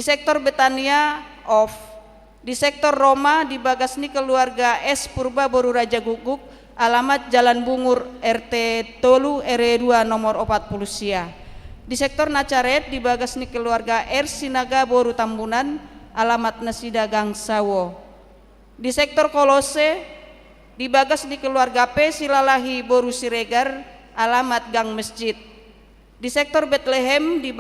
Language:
Batak Toba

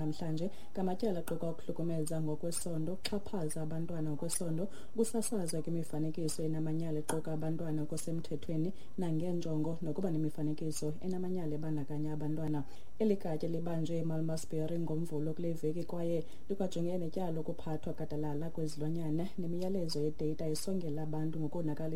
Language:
Xhosa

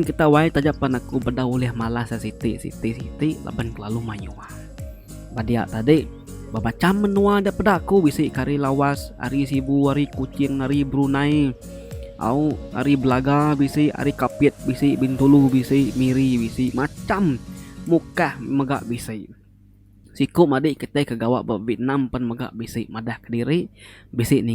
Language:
Iban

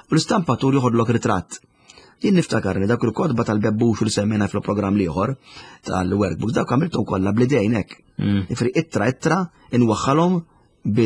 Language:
Maltese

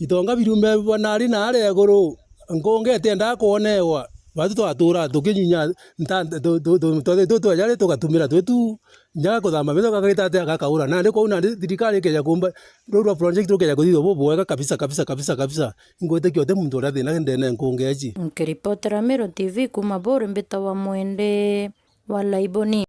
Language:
Meru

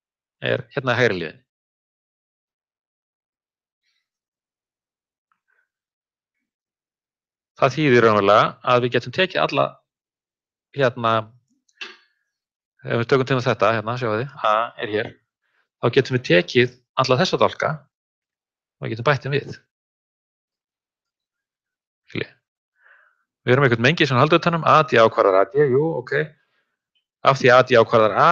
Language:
Icelandic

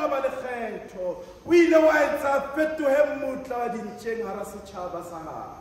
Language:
Southern Sotho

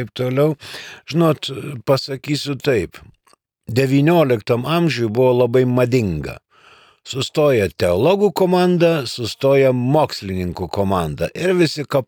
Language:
Lithuanian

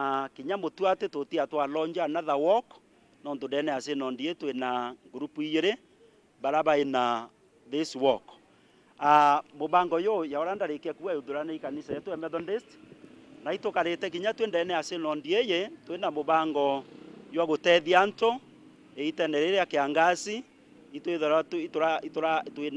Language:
Meru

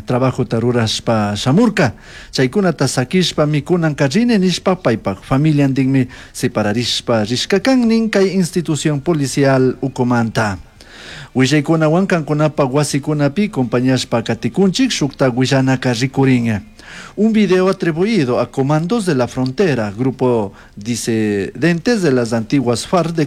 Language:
Chimborazo Highland Quichua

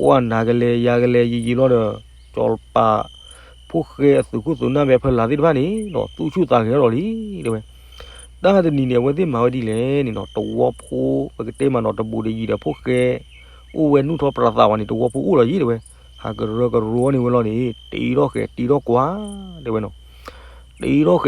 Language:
S'gaw Karen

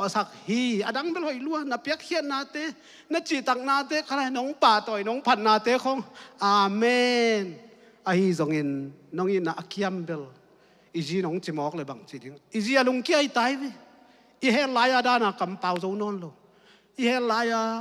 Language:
Tedim Chin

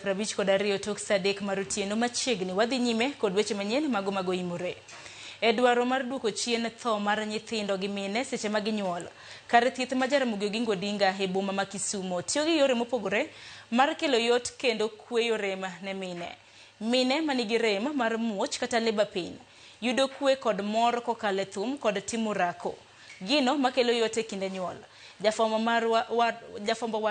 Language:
Luo (Kenya and Tanzania)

